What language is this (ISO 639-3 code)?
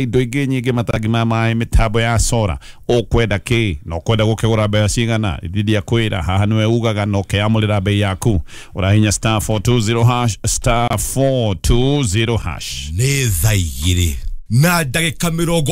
kik